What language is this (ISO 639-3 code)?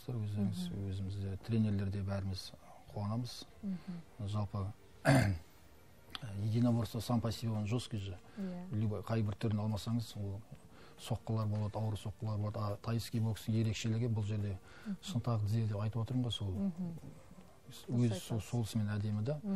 kaz